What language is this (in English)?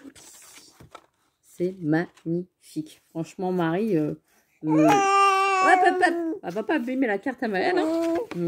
French